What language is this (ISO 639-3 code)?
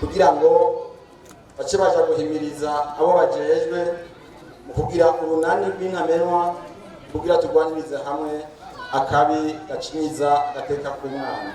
run